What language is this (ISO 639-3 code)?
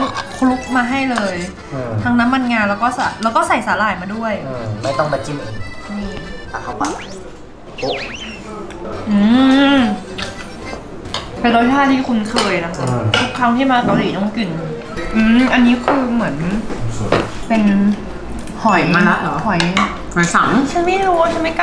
tha